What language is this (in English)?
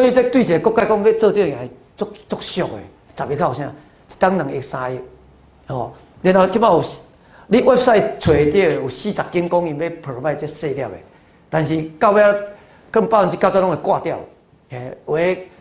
Min Nan Chinese